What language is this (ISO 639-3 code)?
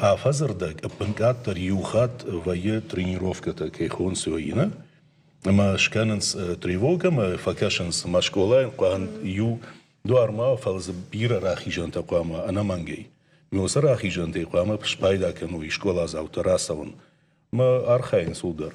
oss